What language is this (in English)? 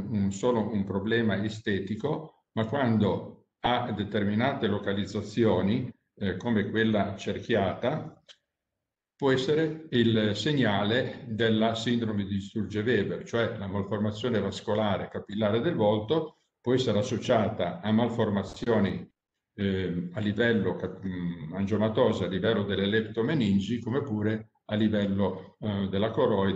Italian